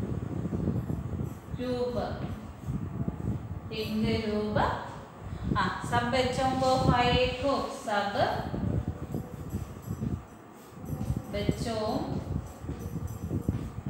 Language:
Malayalam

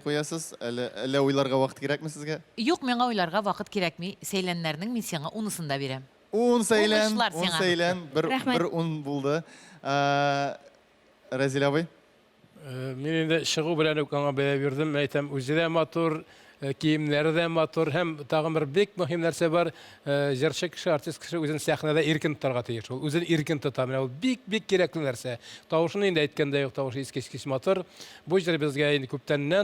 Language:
Tatar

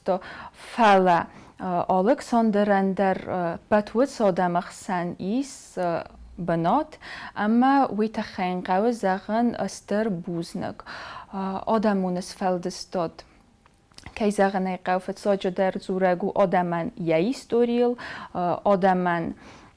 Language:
Ossetic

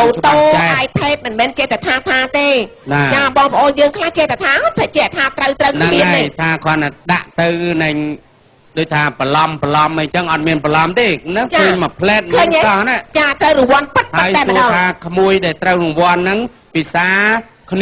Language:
Khmer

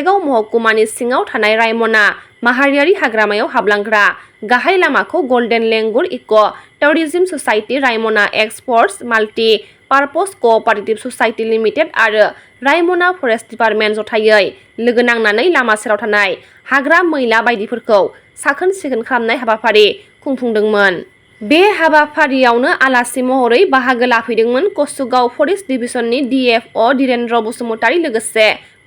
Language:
Bodo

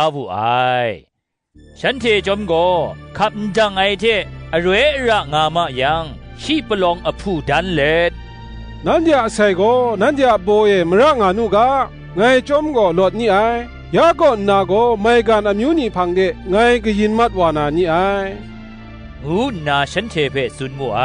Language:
Kachin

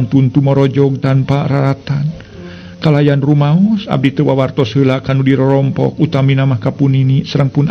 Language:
Sundanese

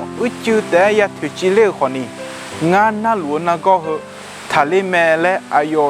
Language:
Akha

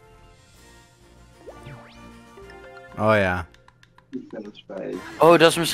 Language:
Dutch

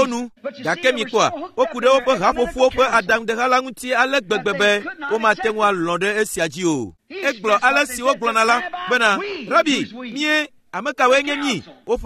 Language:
Ewe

